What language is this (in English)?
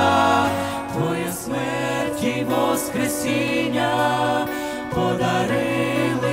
Ukrainian